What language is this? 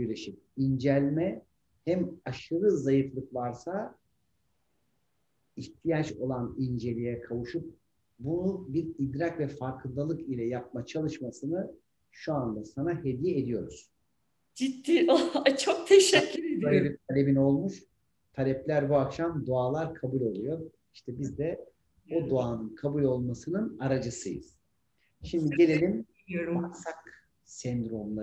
Turkish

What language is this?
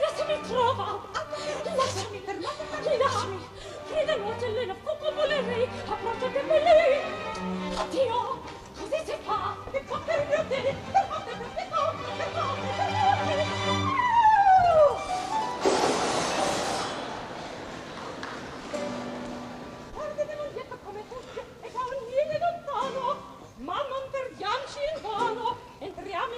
Italian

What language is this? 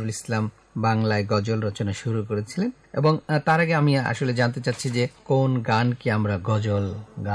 Bangla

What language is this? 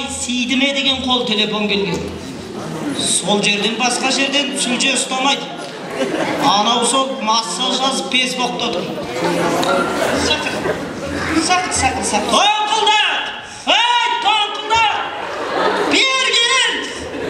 Kazakh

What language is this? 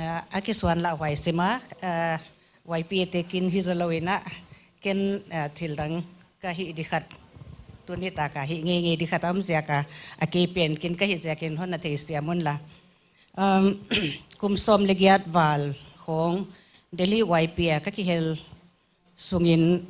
Paite Chin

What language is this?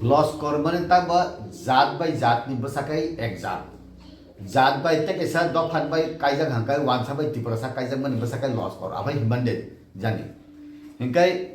Kok Borok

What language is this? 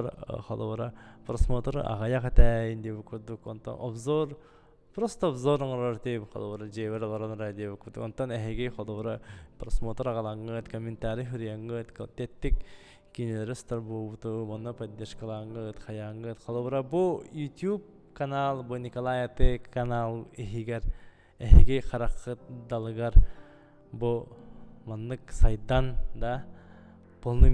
Yakut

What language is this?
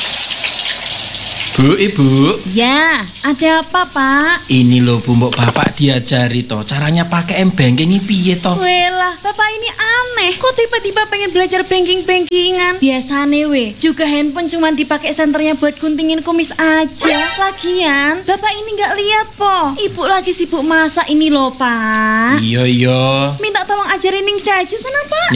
Indonesian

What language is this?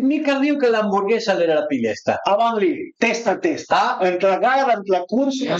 Piedmontese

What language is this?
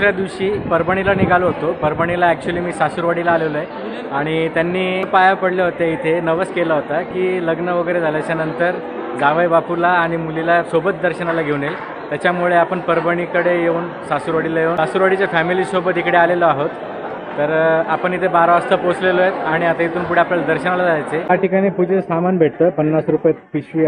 Marathi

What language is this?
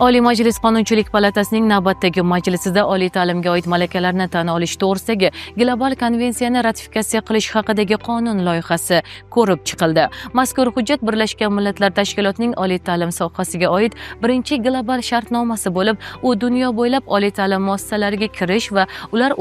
Uzbek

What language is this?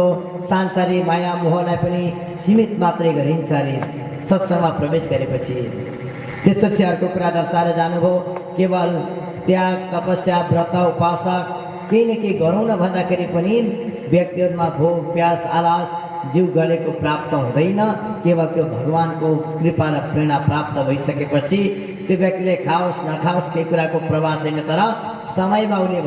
Nepali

